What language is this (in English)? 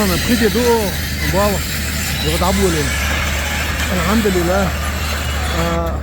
Chechen